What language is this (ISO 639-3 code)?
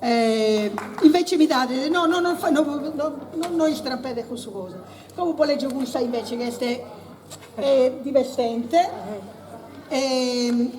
srd